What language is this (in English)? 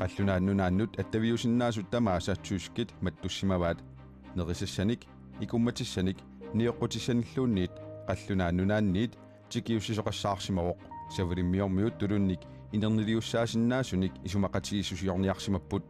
Kalaallisut